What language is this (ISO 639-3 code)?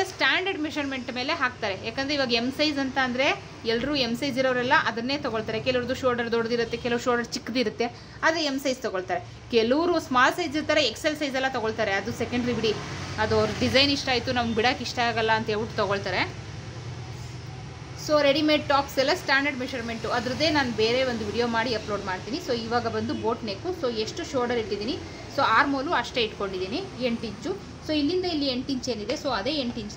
kan